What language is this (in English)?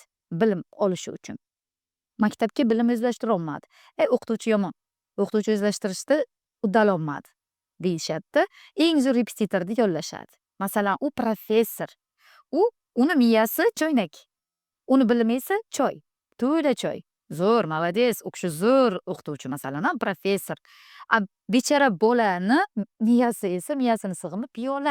Uzbek